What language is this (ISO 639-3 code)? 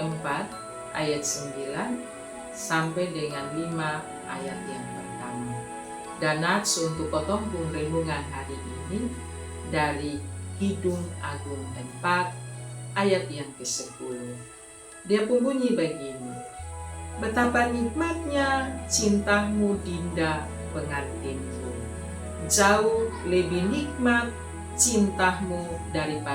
mkn